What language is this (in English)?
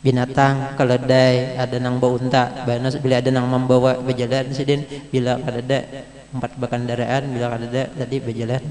Banjar